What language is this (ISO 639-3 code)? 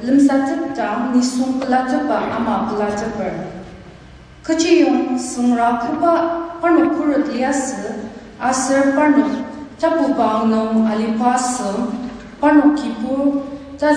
njo